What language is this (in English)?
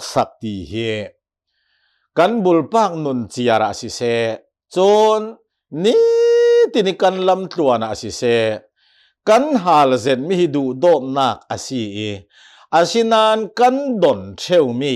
Hakha Chin